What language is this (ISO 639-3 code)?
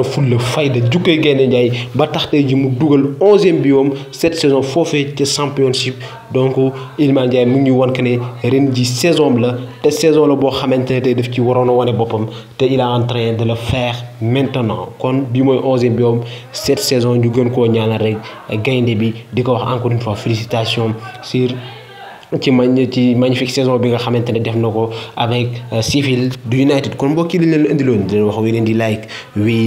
wol